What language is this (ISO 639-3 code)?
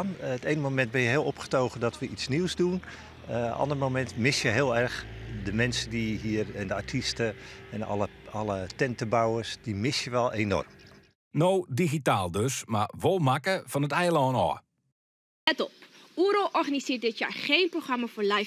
fry